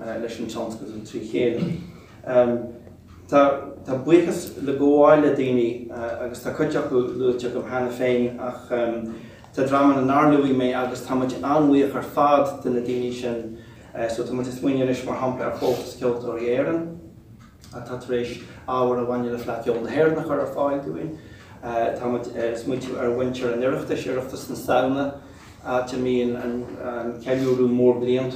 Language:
Irish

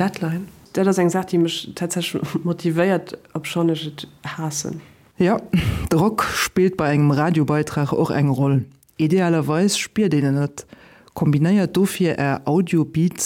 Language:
Luxembourgish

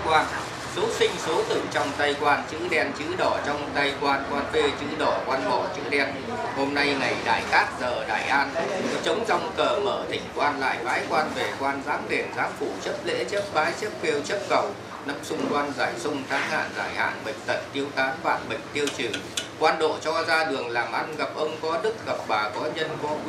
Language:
Vietnamese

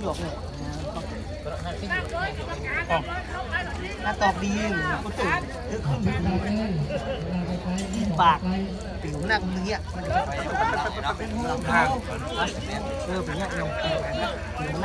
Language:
Thai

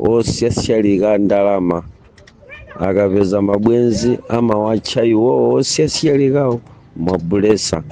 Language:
Nyanja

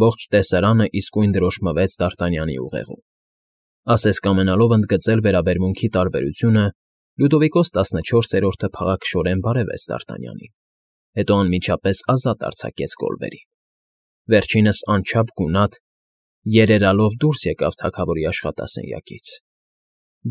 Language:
Armenian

